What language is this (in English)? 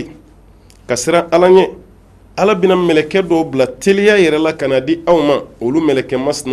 Bambara